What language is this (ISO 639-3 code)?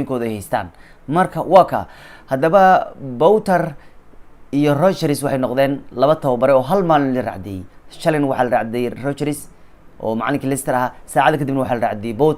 som